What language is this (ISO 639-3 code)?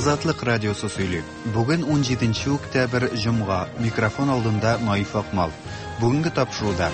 tat